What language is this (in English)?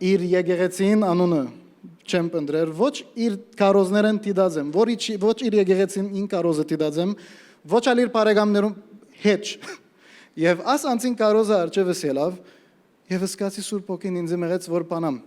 Western Armenian